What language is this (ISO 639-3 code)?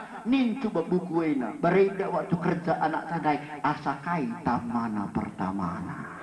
btx